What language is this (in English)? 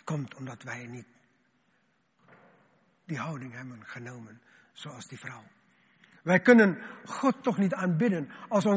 Dutch